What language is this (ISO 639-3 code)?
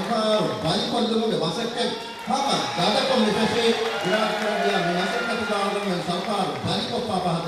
div